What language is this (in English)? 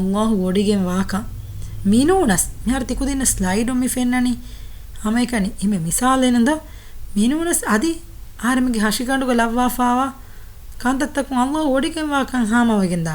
Divehi